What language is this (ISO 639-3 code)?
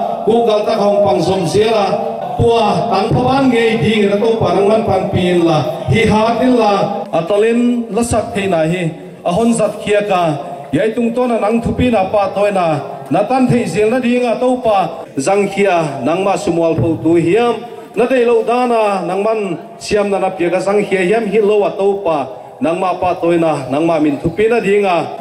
pck